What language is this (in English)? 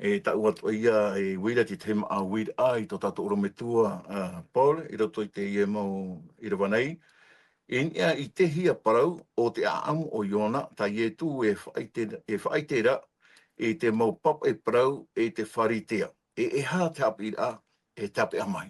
Tahitian